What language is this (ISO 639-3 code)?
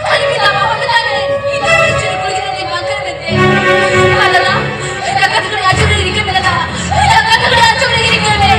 sat